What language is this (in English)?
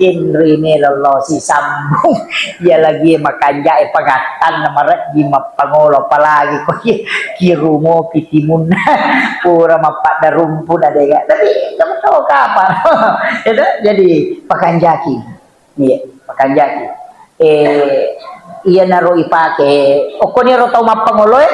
Buginese